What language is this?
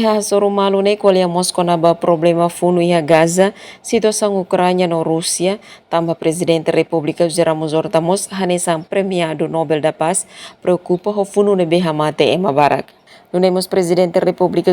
Tetum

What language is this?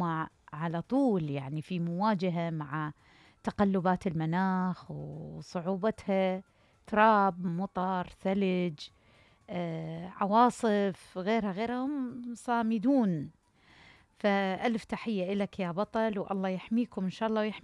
Mesopotamian Arabic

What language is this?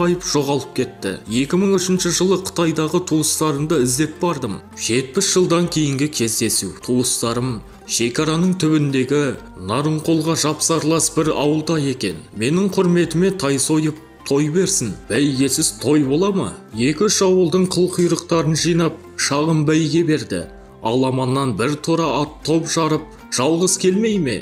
Kazakh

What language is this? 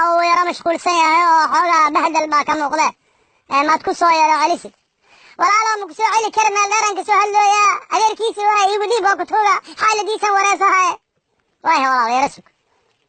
Somali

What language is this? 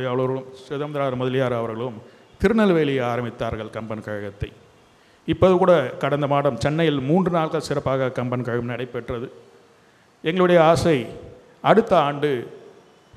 Tamil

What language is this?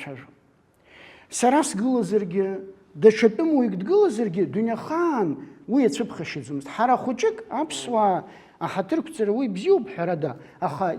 Abkhazian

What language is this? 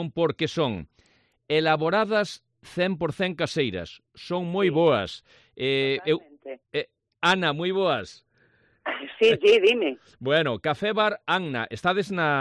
Galician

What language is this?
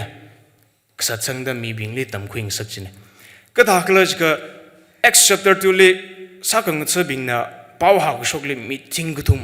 Tangkhul Naga (India)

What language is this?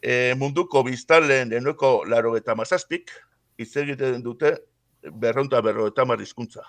Basque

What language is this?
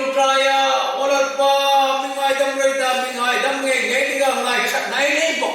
Hmar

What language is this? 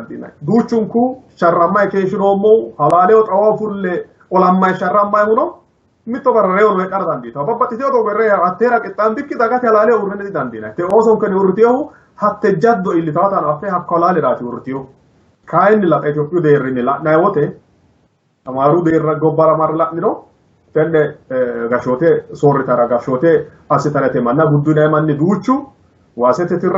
Sidamo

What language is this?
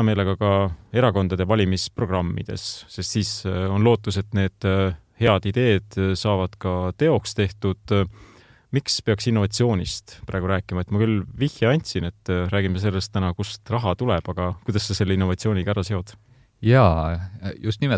Estonian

